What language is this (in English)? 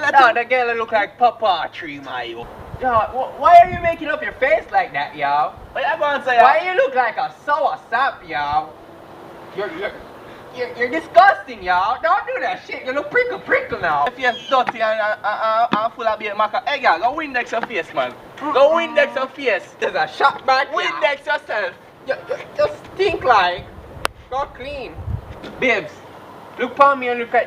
Jamaican Creole English